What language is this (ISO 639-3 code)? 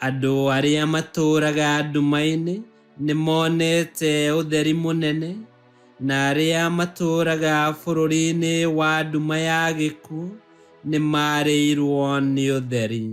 kik